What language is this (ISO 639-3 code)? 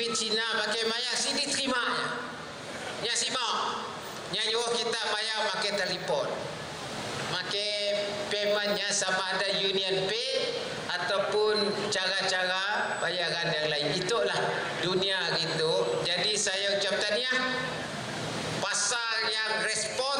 msa